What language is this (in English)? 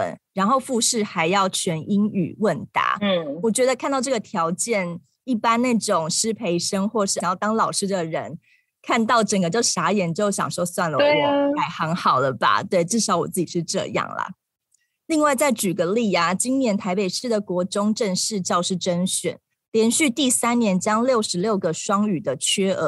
Chinese